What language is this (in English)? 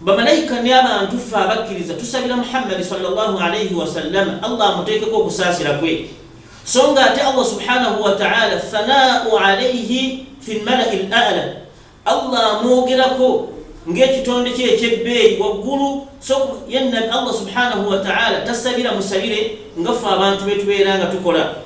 Ganda